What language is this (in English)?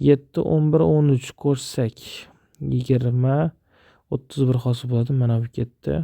Uzbek